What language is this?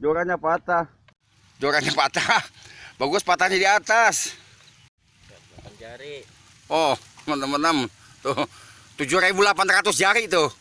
Betawi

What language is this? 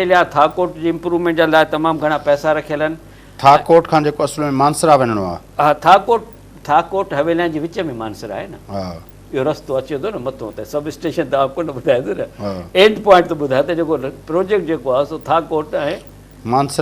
Sindhi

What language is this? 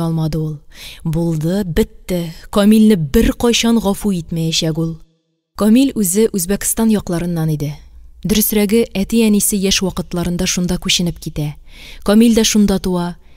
Tatar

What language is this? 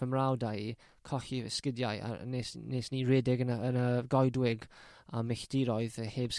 Welsh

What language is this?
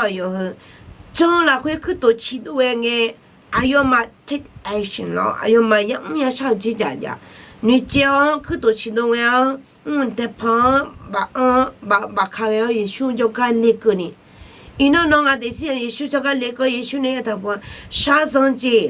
Akha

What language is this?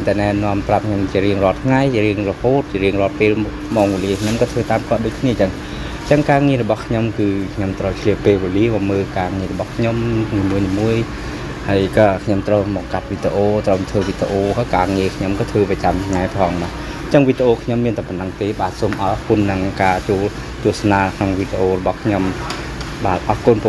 Khmer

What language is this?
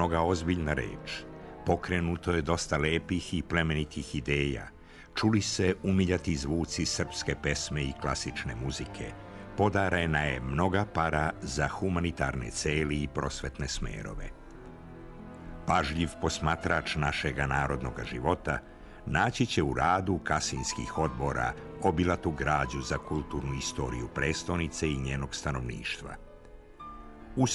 Serbian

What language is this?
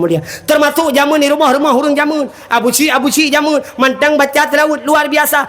Achinese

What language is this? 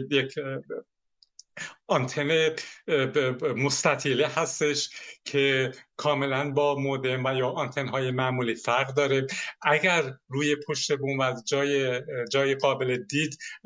Persian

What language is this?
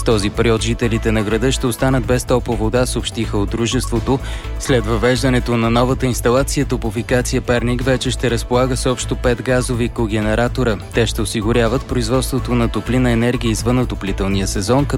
Bulgarian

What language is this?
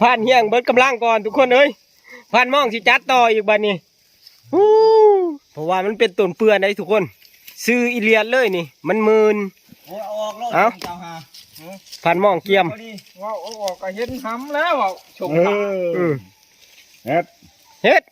Northeastern Thai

